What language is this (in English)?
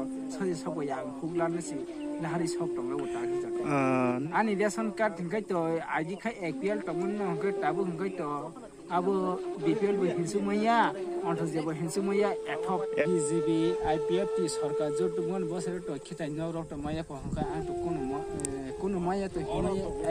Kok Borok